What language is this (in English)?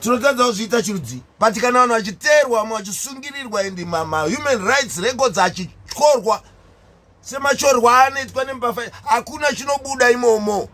Shona